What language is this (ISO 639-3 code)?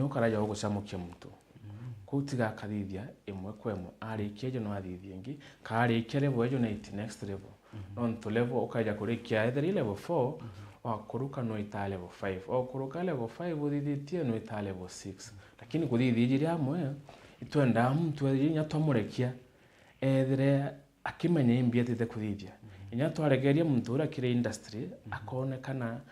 mer